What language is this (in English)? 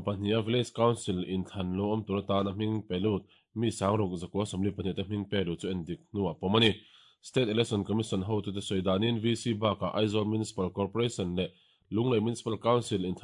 Mizo